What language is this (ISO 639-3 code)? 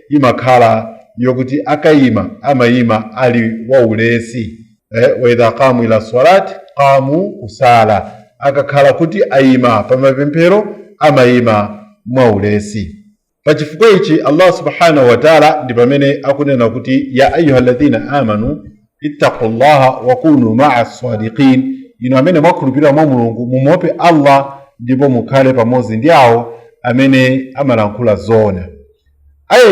nya